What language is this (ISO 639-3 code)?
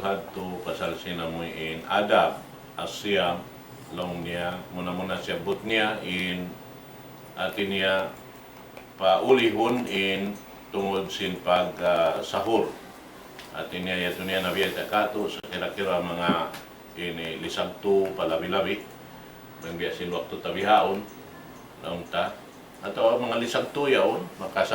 tsg